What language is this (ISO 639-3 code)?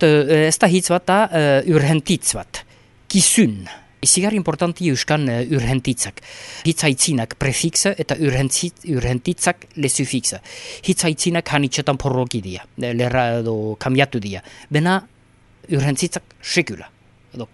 eus